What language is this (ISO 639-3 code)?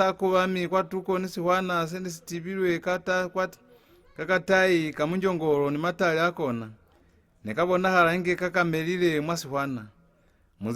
loz